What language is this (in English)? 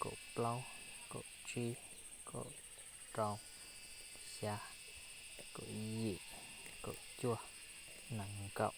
Hmong